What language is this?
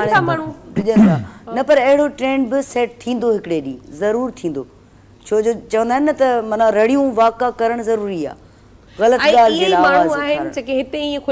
Sindhi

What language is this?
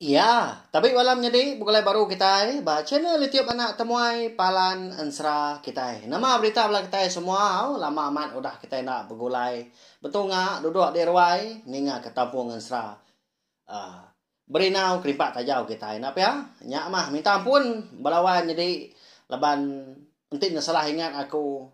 Iban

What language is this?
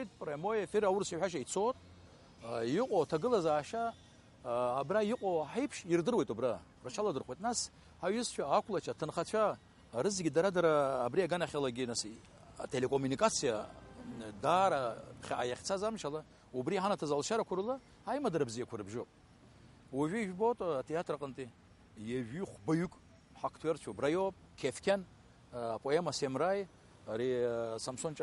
Abkhazian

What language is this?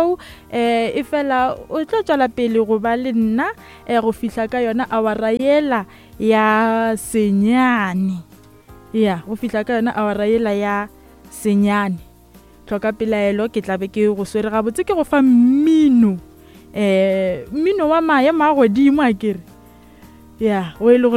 Northern Sotho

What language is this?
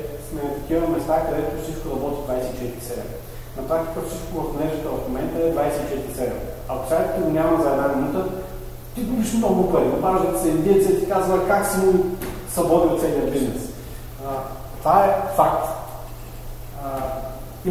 Bulgarian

